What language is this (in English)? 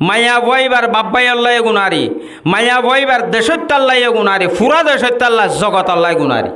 Rohingya